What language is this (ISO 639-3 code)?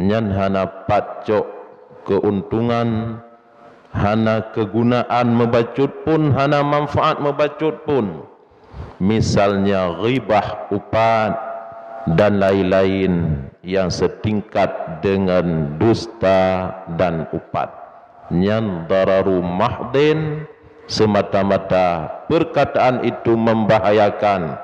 ace